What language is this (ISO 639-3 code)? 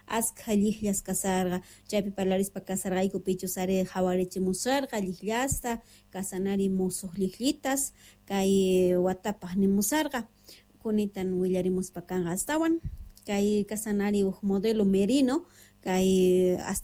que